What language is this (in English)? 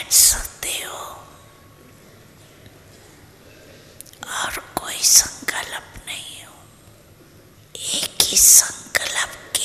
Hindi